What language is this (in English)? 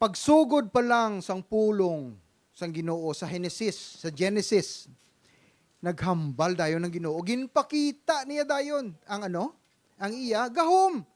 Hiligaynon